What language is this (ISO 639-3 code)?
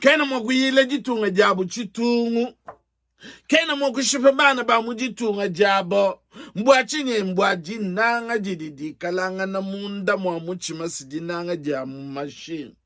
lua